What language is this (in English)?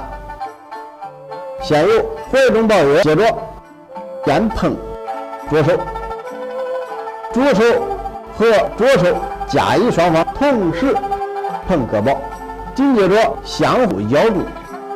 Chinese